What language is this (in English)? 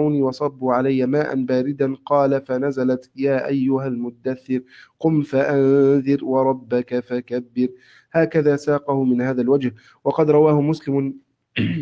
Arabic